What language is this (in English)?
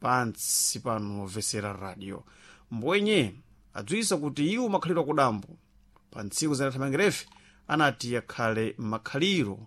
Sena